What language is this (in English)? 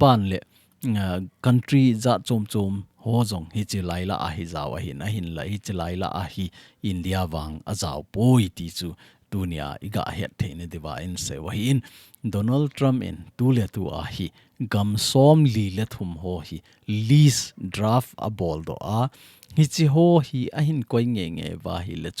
Thado Chin